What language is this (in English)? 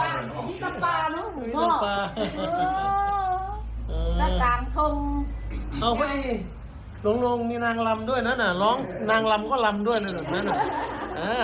Northeastern Thai